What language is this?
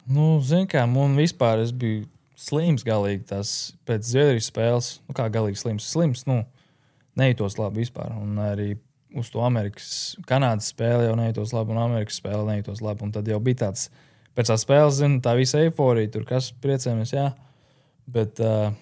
Latvian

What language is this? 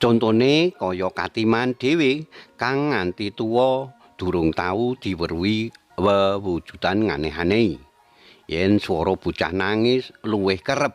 Javanese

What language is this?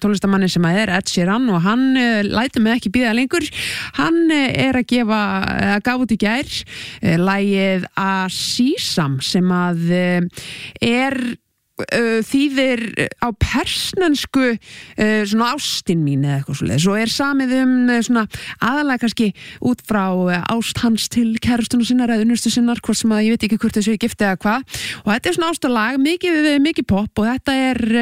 Icelandic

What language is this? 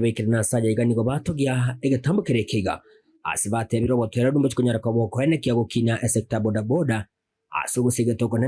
Gusii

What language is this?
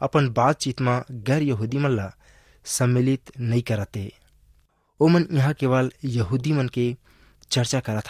Chhattisgarhi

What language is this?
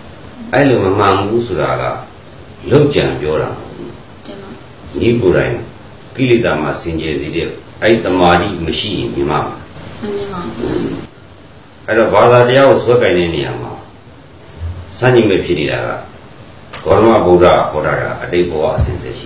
Burmese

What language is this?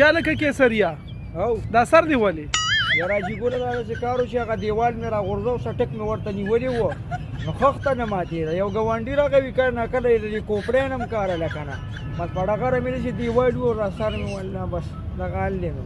Pashto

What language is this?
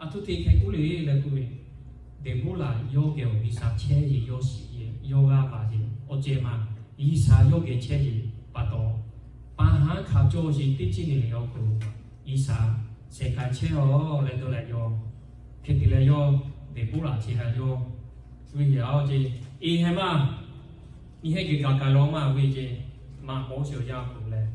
Lahu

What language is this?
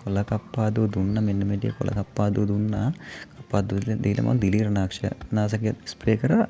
Sinhala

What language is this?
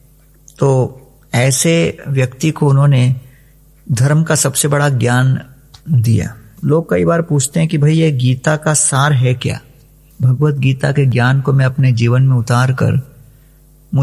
Hindi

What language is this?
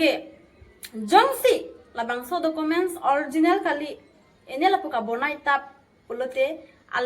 Karbi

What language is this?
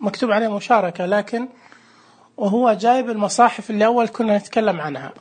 Najdi Arabic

